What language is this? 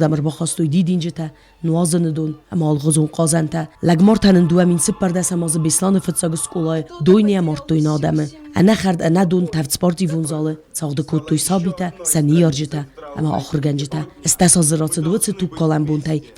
Ossetic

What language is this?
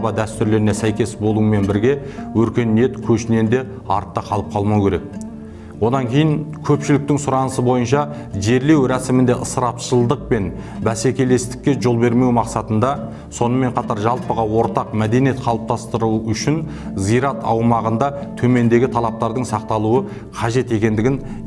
Kazakh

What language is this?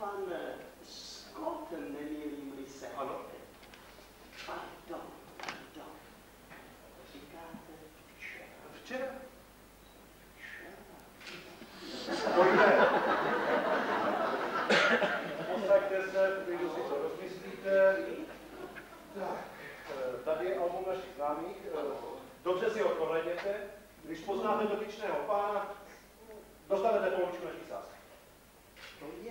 Czech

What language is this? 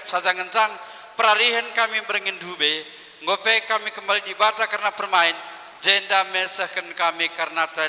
Batak Karo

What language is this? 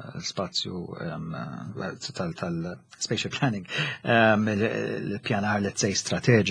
Maltese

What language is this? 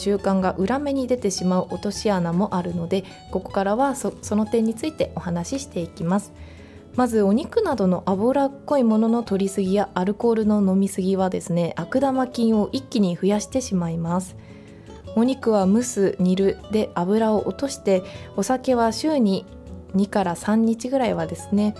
Japanese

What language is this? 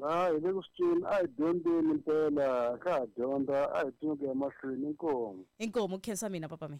Tsonga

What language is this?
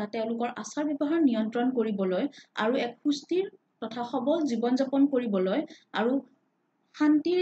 Assamese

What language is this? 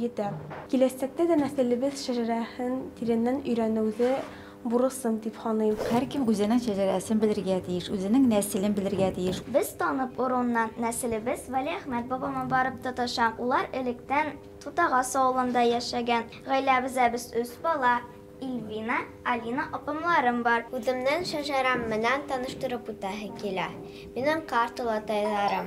Bashkir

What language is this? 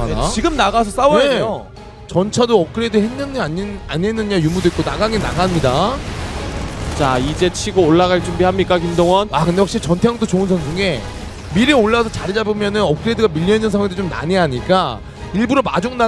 Korean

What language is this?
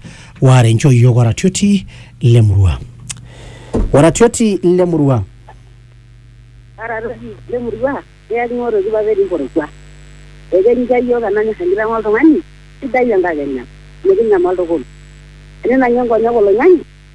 Masai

